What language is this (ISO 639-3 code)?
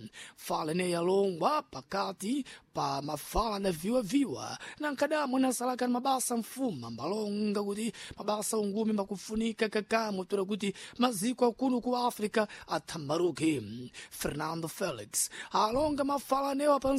seh